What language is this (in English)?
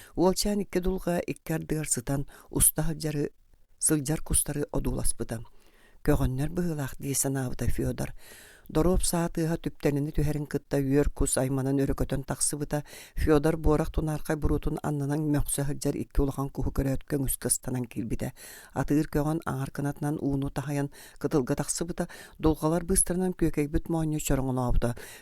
Yakut